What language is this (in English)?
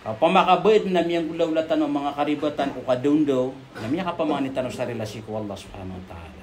Maranao